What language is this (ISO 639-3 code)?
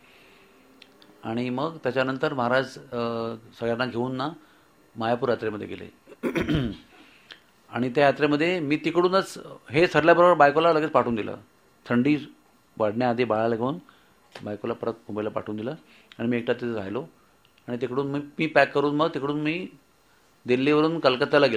mar